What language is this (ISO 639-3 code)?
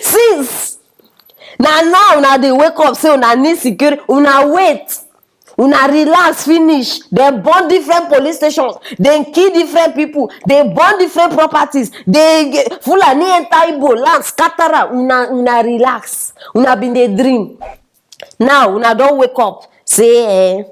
pcm